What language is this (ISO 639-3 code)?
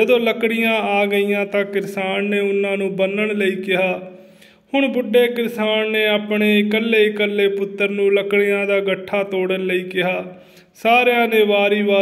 pan